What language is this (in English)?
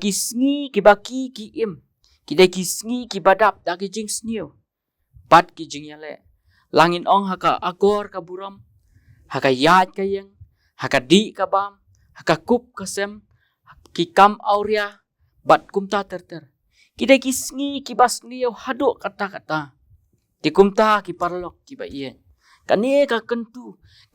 Khasi